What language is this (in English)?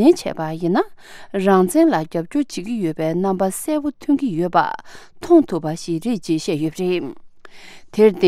Tibetan